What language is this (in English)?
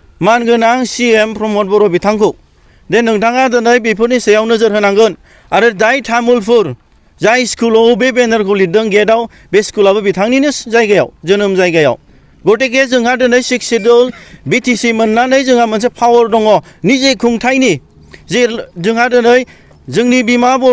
Bodo